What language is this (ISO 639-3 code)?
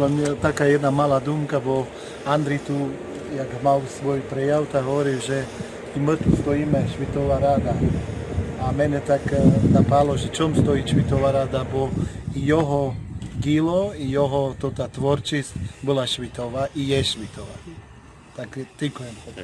rue